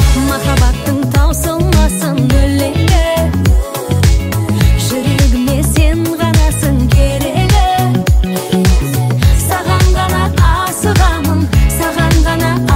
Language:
Kazakh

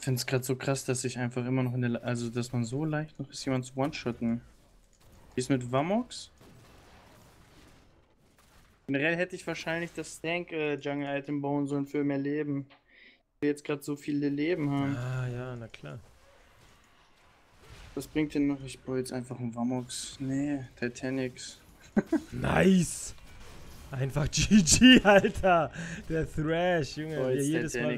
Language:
German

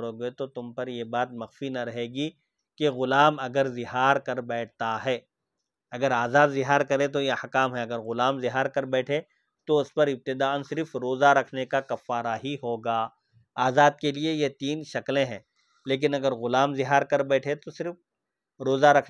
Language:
Urdu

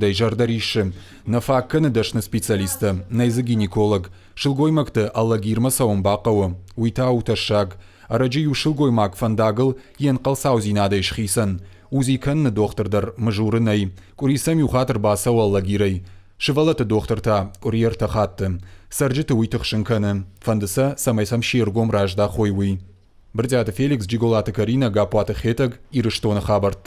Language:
Ossetic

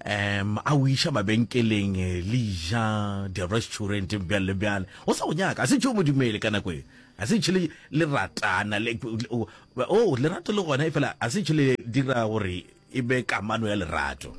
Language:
Northern Sotho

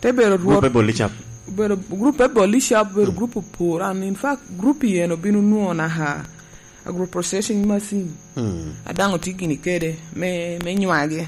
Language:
Lango (Uganda)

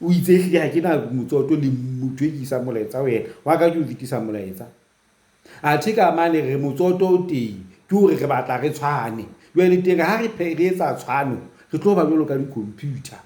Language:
Southern Sotho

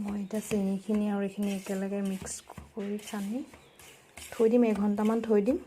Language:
Assamese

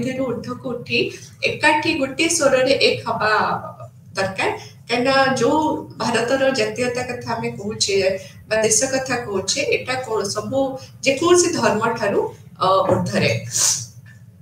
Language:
Odia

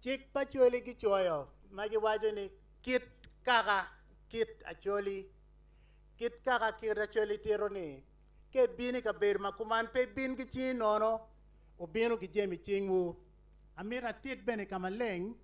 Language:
Acoli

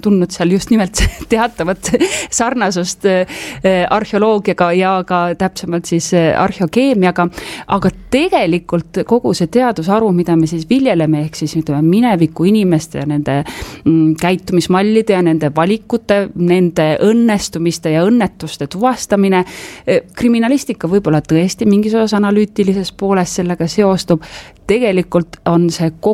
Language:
Estonian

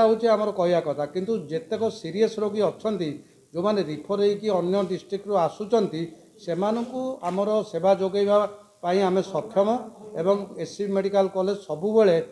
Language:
Odia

